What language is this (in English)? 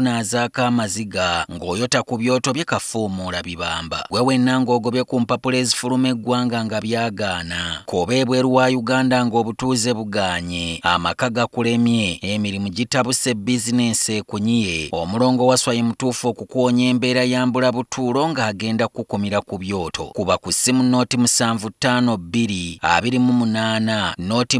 Ganda